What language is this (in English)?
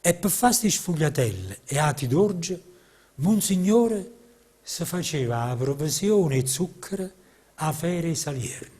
Neapolitan